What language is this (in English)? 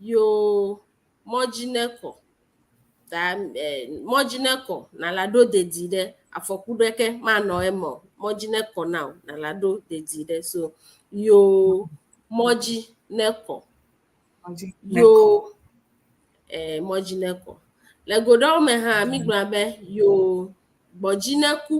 Ewe